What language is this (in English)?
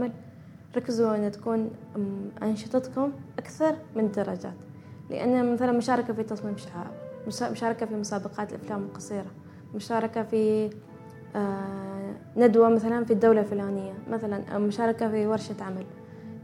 Gulf Arabic